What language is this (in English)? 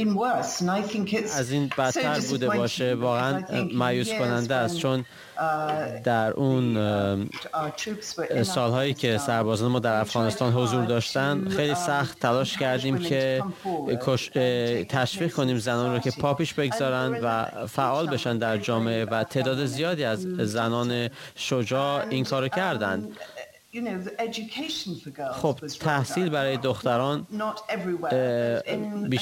Persian